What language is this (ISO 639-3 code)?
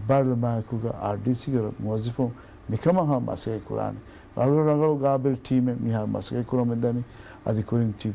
div